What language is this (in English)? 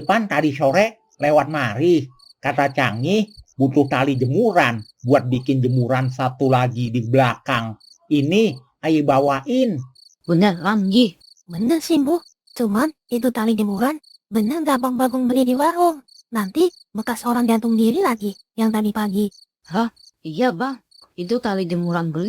Betawi